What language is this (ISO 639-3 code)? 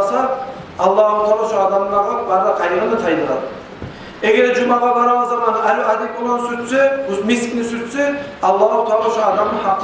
kum